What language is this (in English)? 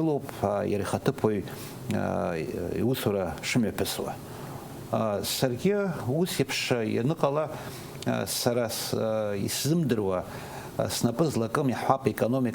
Abkhazian